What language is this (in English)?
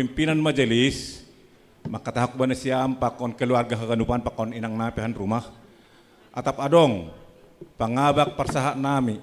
Batak Simalungun